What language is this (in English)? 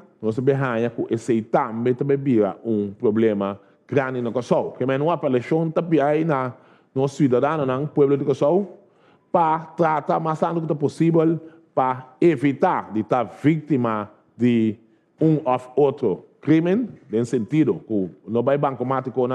Papiamento